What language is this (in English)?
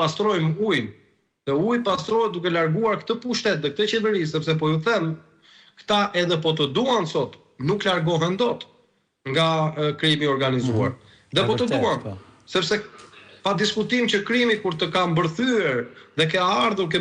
Albanian